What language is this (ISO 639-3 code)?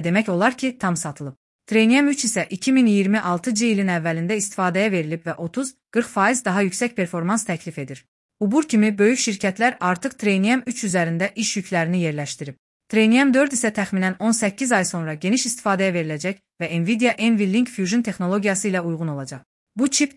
aze